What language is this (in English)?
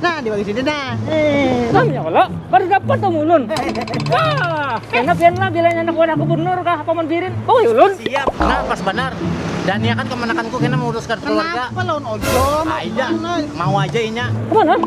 Banjar